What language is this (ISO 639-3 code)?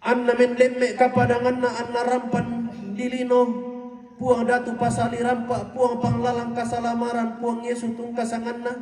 sda